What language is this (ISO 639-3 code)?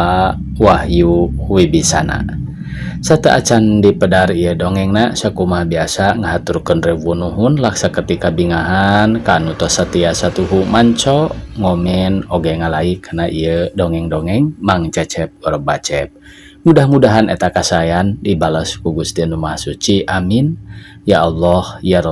sun